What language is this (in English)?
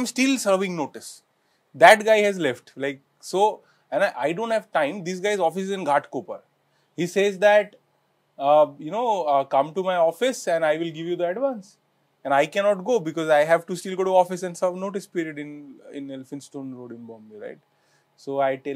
English